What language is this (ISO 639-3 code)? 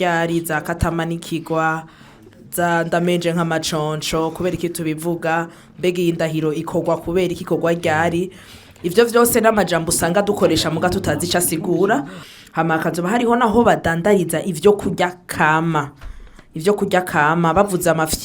run